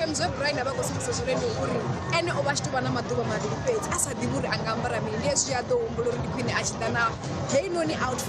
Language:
Venda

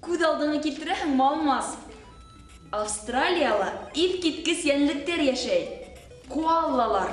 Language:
Bashkir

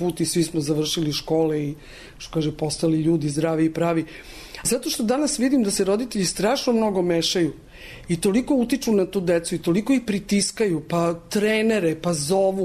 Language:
Serbian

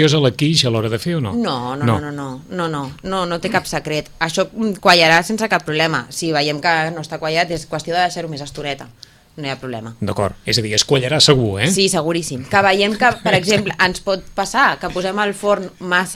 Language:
Catalan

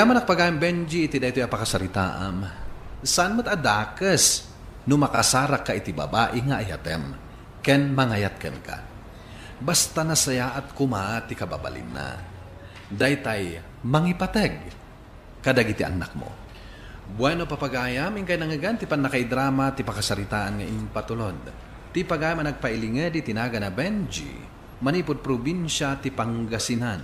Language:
Iloko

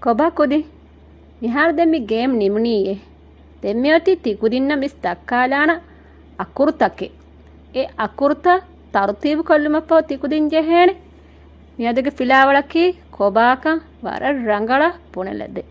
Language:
Divehi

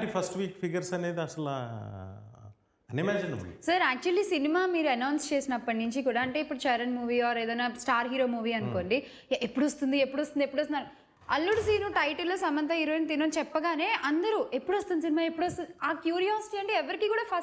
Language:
Telugu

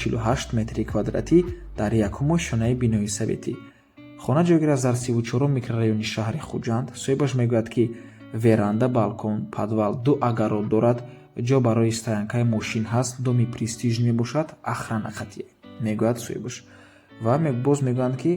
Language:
Tajik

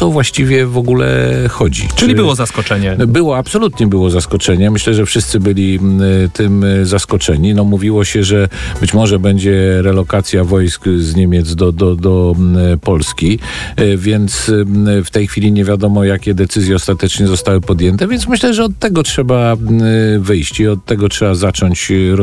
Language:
Polish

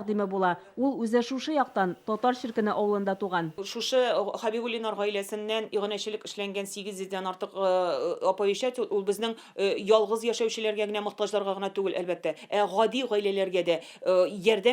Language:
Tatar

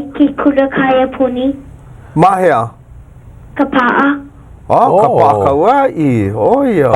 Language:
Hawaiian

